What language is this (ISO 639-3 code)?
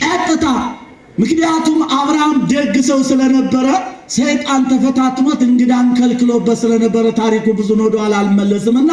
amh